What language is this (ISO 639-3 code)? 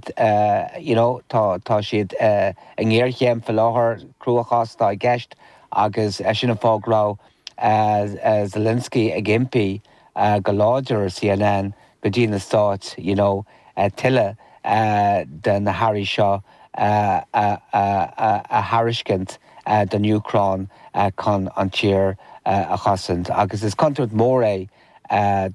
gle